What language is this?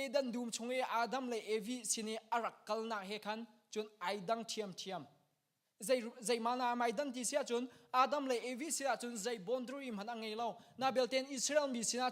Hakha Chin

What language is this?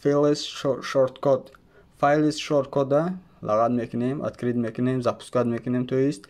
Tajik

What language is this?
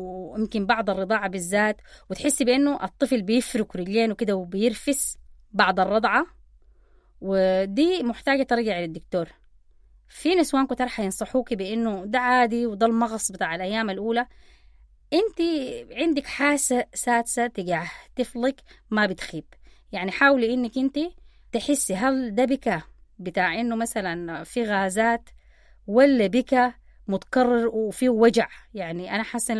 Sudanese Arabic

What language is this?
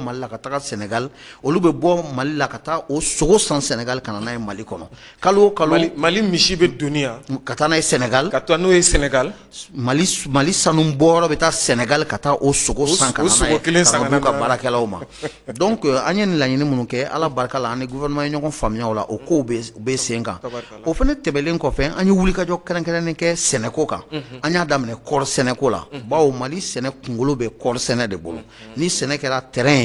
Bambara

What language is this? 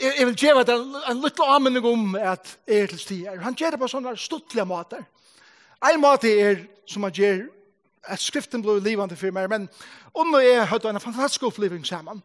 Faroese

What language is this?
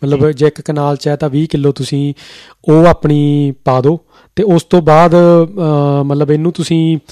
Punjabi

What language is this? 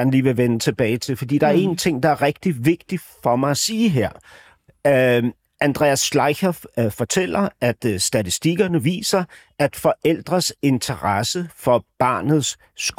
Danish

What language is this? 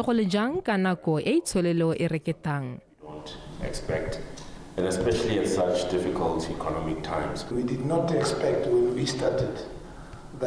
Tswana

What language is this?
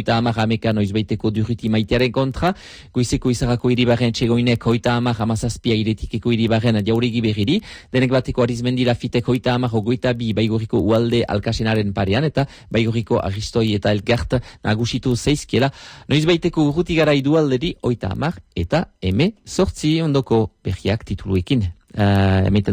Basque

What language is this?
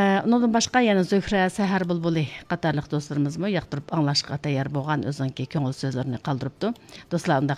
Uyghur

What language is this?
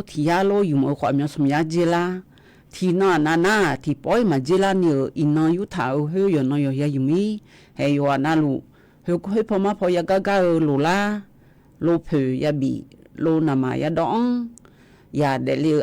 Akha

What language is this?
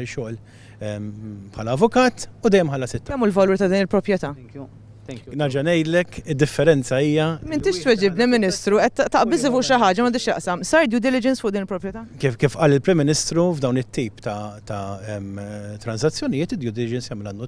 Maltese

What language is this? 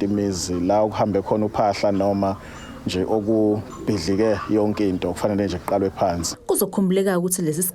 Zulu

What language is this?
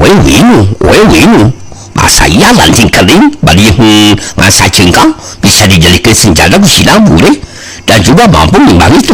Sundanese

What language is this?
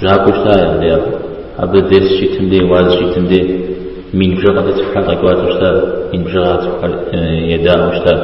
Kabardian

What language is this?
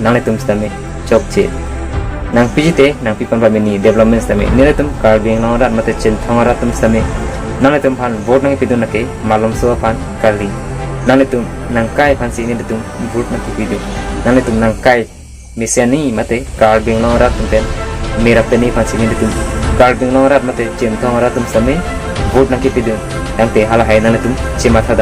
Karbi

